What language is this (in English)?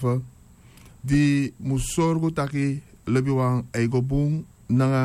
Sranan Tongo